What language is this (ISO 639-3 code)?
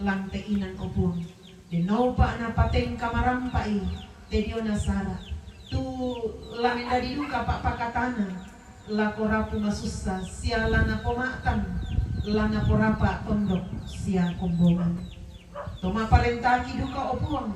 sda